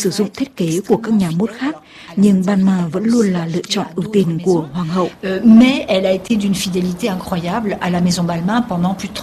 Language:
Vietnamese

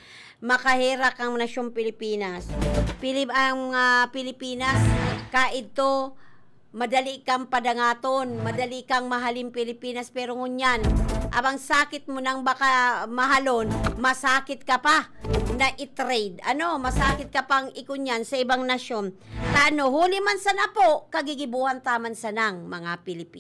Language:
Bikol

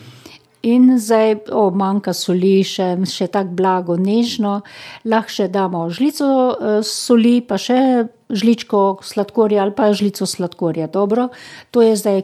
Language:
Slovenian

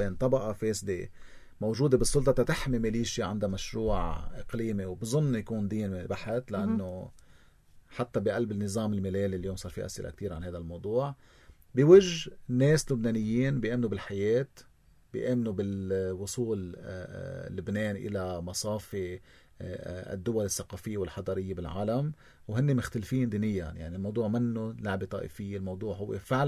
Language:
North Levantine Arabic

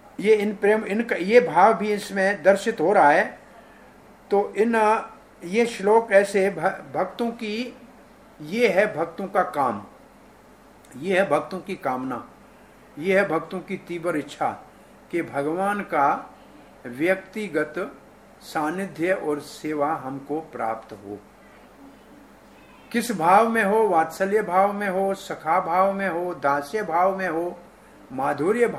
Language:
Hindi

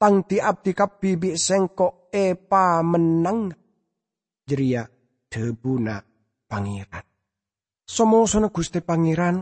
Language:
Madurese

